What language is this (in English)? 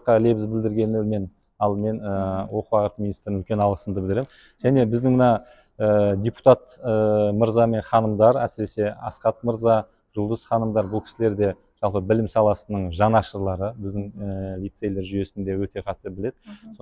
Kazakh